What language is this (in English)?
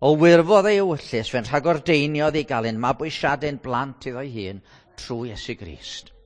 Welsh